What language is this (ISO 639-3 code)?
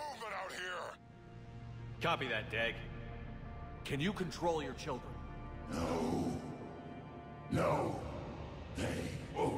rus